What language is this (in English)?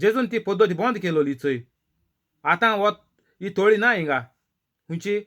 Konkani